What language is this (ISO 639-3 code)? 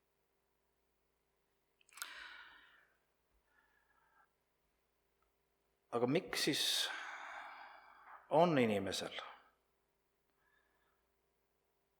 est